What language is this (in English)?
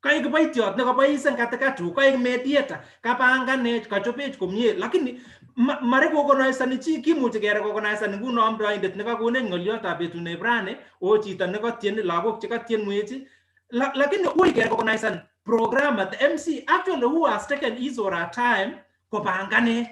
Kalenjin